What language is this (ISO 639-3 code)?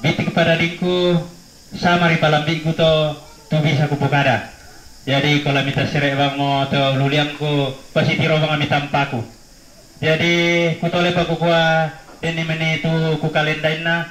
sda